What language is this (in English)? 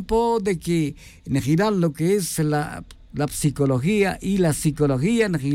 Tz'utujil